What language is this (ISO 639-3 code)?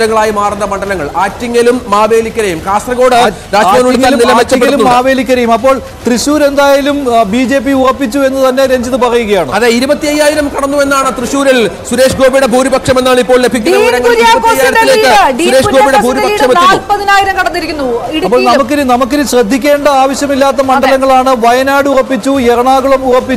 mal